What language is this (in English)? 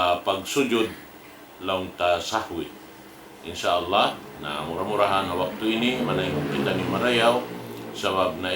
Tausug